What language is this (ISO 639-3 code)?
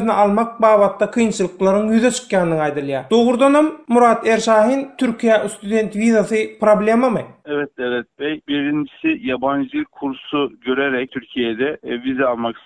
tuk